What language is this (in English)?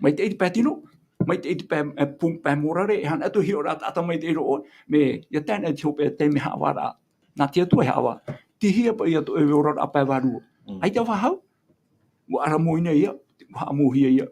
Tahitian